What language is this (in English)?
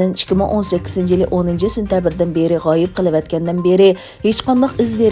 Uyghur